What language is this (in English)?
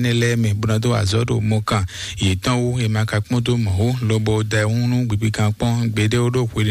Fon